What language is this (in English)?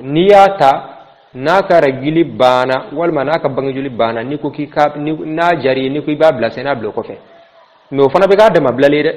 Bambara